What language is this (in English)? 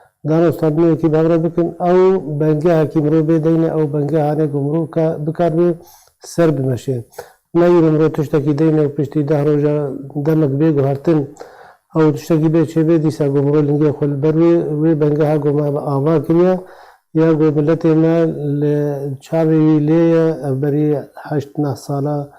Kurdish